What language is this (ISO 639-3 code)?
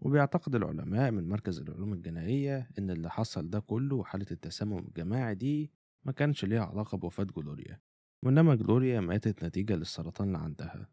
arz